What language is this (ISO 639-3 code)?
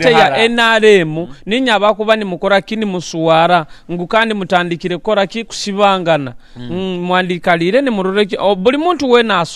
nyo